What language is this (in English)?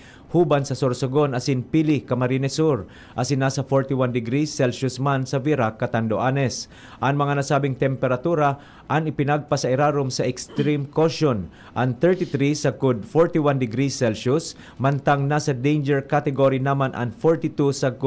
Bikol